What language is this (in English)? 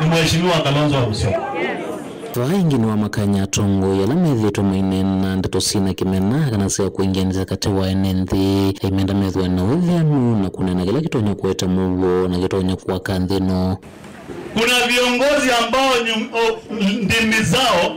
Kamba